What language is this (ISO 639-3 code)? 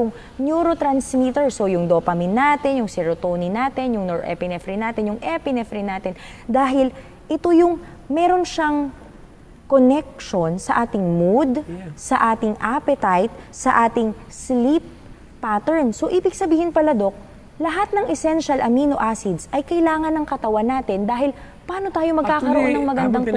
fil